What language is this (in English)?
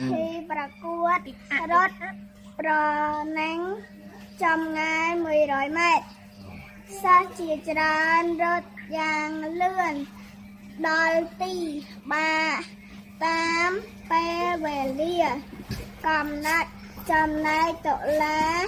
Khmer